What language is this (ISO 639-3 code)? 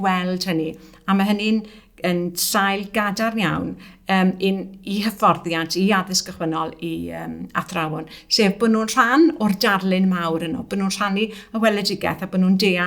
cym